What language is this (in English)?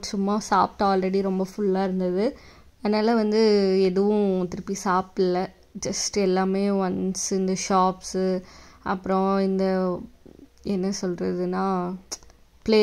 Tamil